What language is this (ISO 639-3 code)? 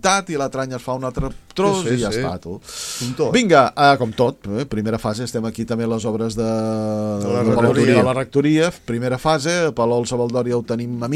cat